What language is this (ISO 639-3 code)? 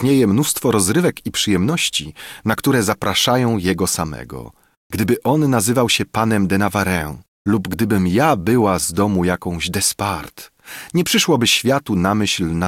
pol